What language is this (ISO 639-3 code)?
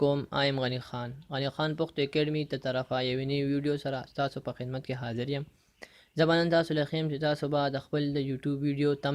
pus